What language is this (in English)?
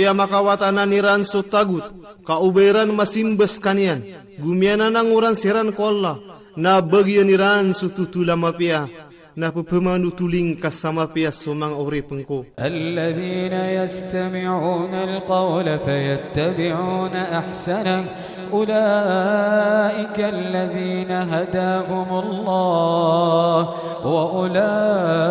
Maranao